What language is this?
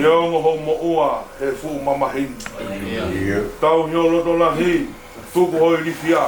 Tongan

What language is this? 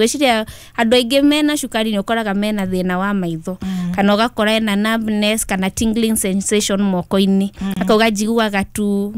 Kikuyu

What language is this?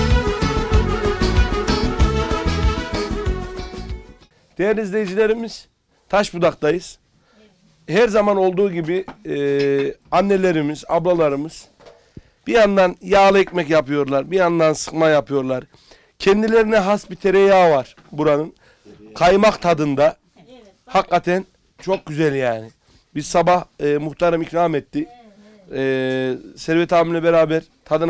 Turkish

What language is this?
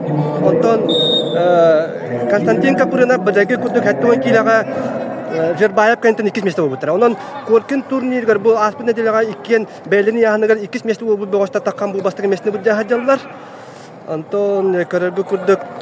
Yakut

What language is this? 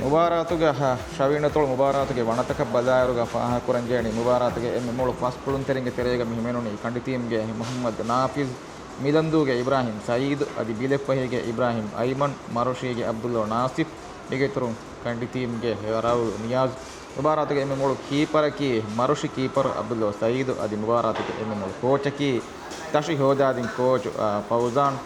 Divehi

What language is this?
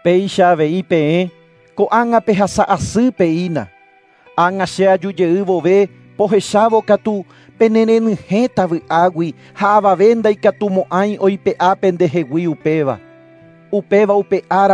Guarani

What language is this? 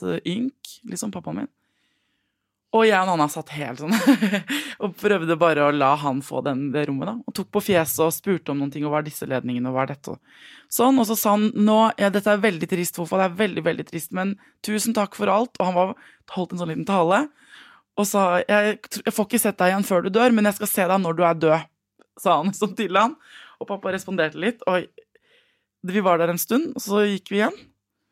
Norwegian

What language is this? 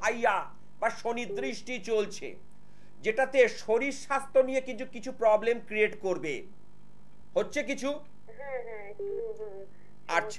Bangla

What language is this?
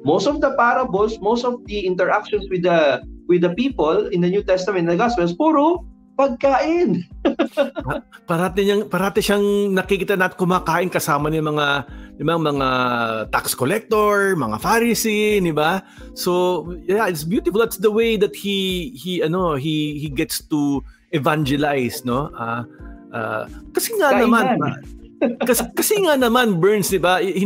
Filipino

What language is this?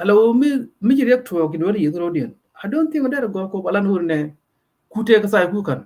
Nuer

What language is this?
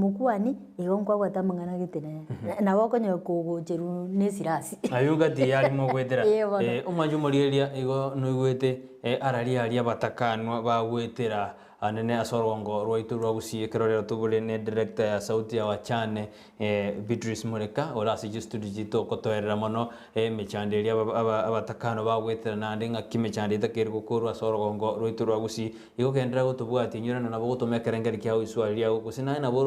Gusii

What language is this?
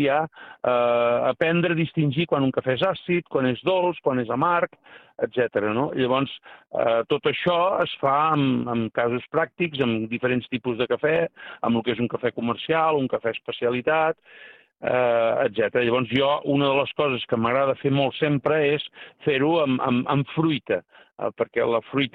Catalan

